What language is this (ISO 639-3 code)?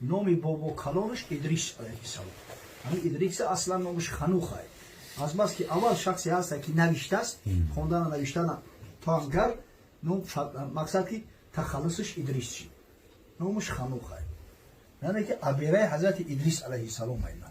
tgk